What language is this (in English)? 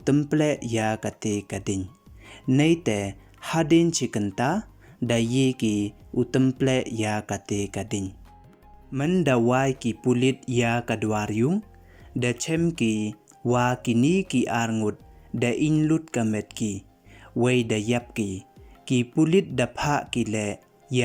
Pnar